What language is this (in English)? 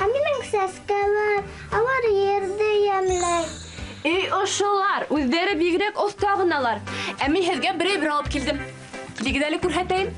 Bashkir